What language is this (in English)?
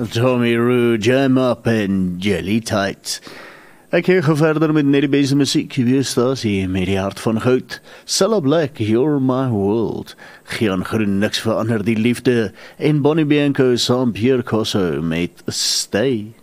Afrikaans